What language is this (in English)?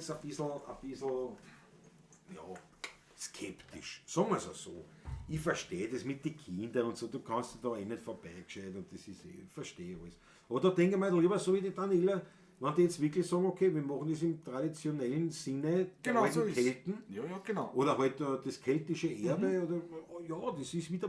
Bavarian